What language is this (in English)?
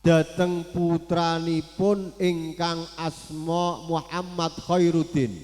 Javanese